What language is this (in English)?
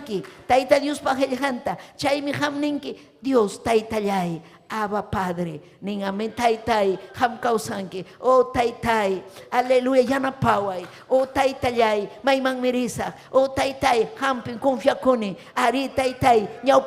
Ayacucho Quechua